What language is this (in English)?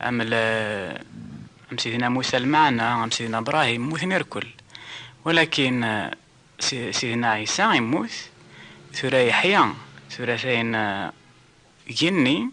Kabyle